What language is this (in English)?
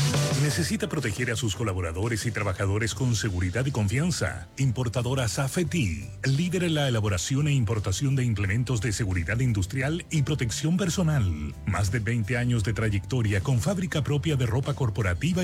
Spanish